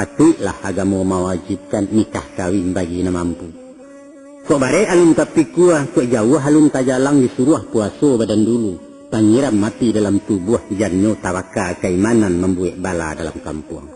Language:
Minangkabau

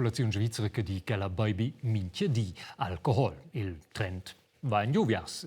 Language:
Romansh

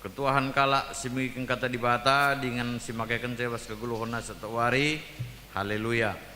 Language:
Batak Karo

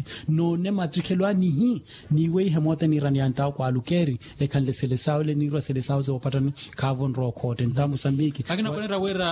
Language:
Makhuwa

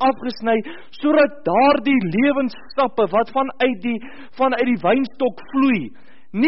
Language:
Afrikaans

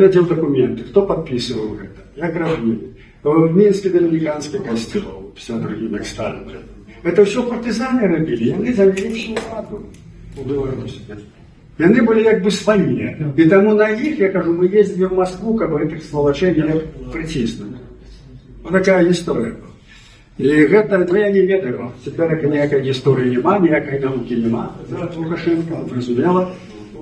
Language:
Belarusian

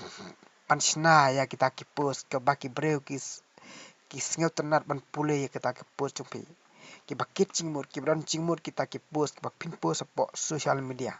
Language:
Khasi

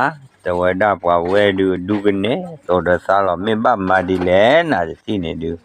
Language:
S'gaw Karen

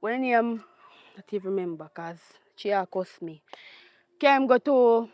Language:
Jamaican Creole English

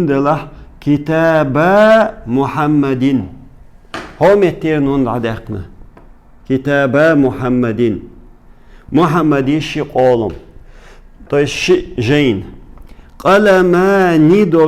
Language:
Chechen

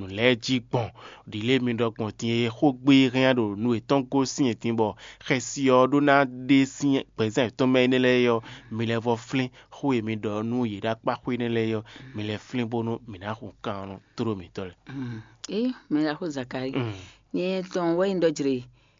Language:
Fon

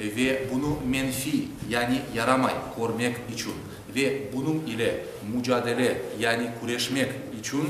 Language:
Crimean Tatar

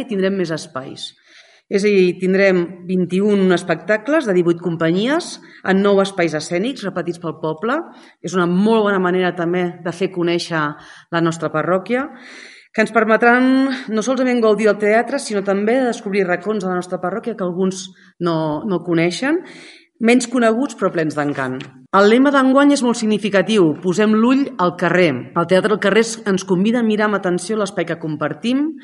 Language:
Catalan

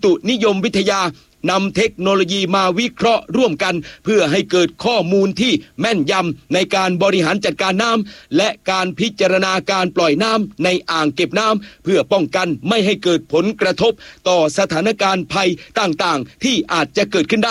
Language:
Thai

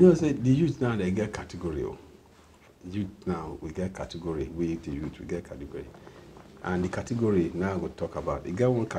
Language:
Nigerian Pidgin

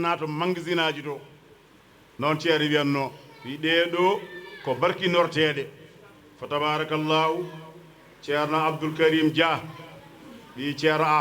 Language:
Fula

